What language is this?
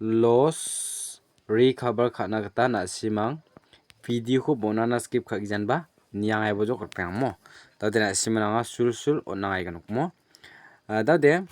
Garo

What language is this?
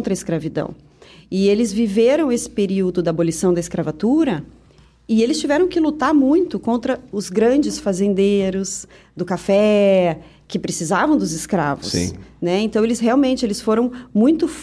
Portuguese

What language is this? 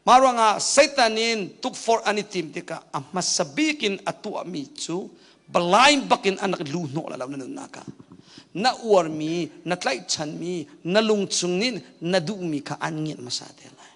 Hakha Chin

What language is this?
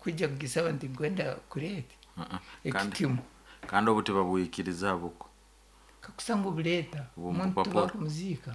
Nyoro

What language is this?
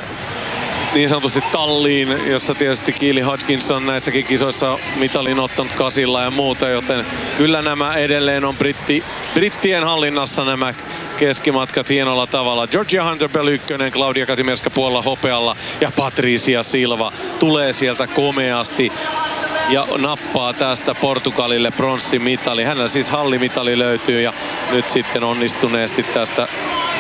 Finnish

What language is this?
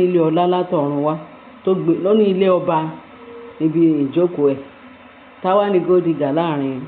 Yoruba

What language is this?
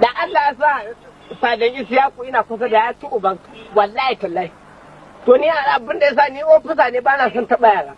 Hausa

